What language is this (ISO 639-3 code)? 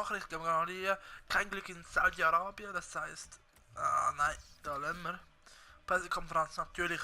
gsw